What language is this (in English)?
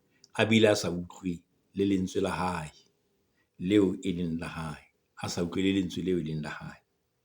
Southern Sotho